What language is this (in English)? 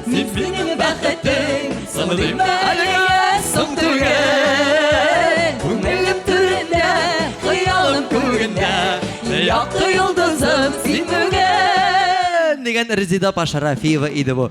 Tatar